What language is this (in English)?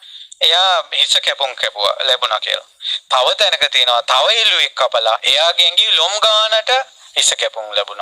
Sinhala